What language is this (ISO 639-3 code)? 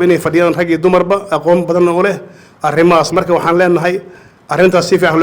som